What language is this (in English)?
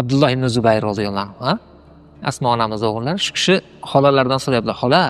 Uzbek